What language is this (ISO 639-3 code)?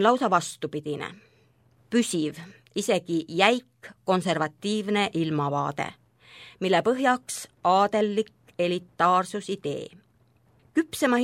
est